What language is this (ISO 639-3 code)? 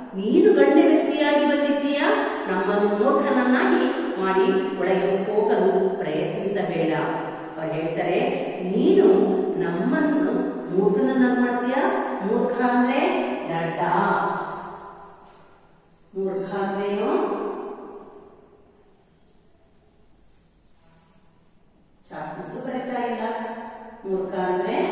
kan